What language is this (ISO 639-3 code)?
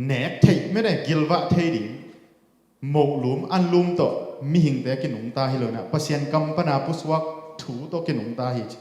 ctd